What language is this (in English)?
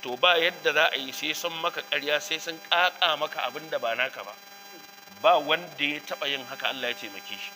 Hausa